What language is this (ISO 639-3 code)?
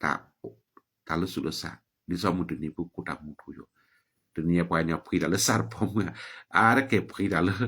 ksw